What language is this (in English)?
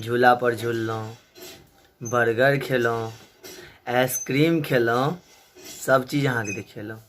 Maithili